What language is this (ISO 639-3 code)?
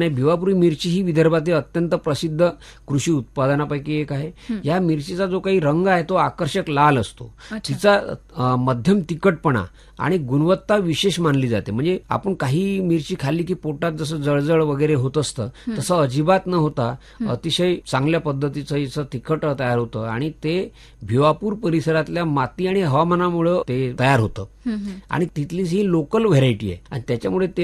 mar